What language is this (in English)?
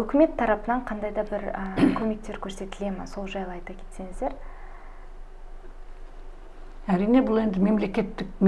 Kazakh